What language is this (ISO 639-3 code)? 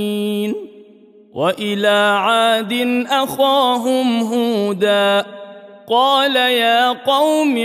ara